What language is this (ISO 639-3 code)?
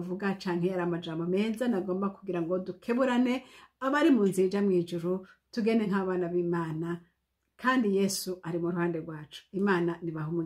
run